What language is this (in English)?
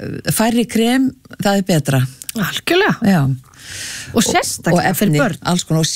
Icelandic